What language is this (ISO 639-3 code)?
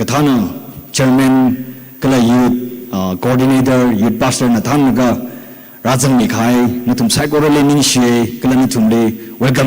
nmf